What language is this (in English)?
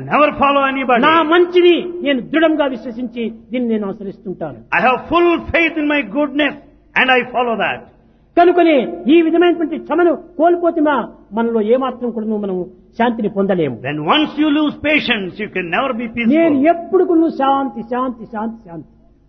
Telugu